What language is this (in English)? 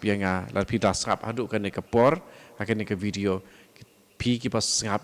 Khasi